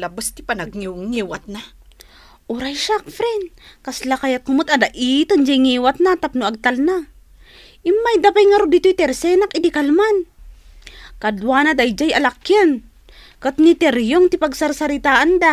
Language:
Iloko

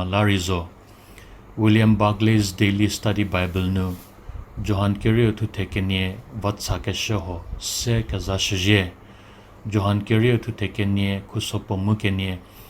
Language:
Angami Naga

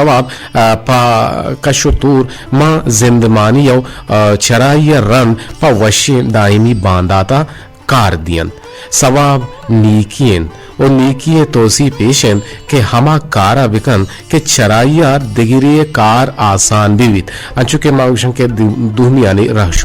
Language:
Eastern Balochi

